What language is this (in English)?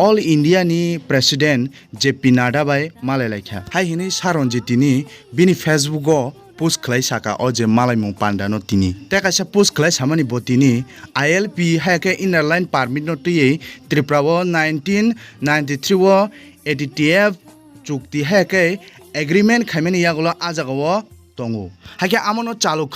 Kok Borok